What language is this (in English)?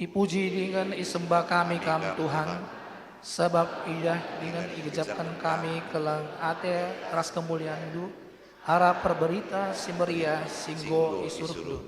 Batak Karo